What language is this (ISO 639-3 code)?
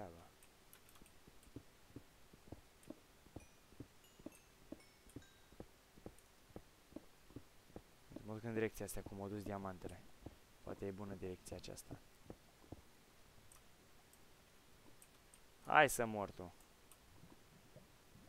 ron